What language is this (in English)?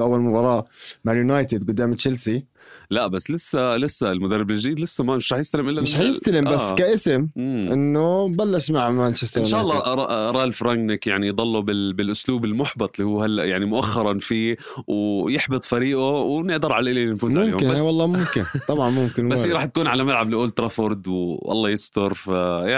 North Levantine Arabic